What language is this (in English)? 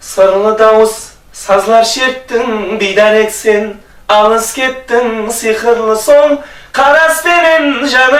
Kara-Kalpak